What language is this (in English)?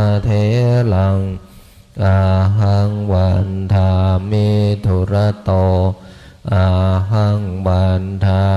Pali